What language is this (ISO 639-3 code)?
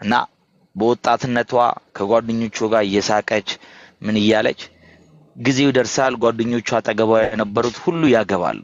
amh